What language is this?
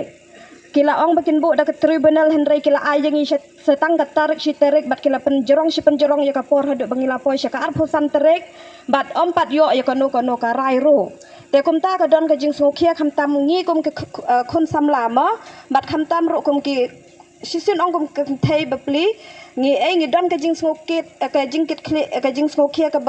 Khasi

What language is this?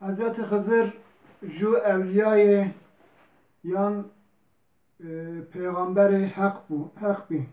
Zaza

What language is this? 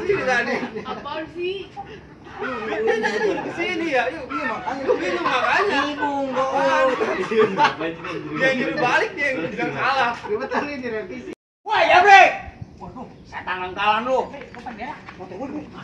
Betawi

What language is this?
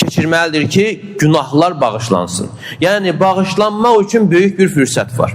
Azerbaijani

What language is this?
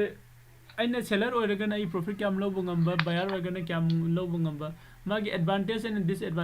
Manipuri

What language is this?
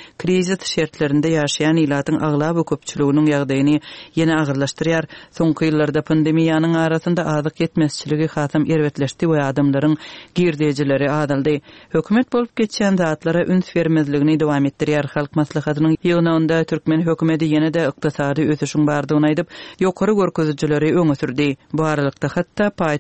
Turkmen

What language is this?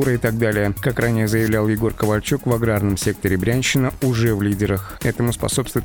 Russian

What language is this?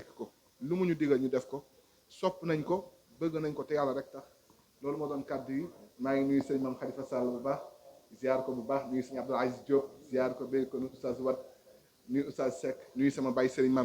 Wolof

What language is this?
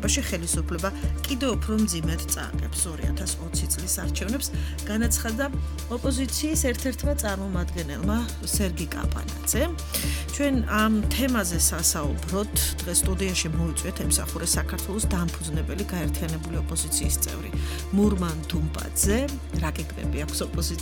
Georgian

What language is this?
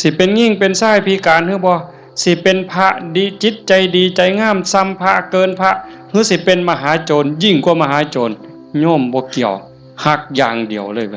Lao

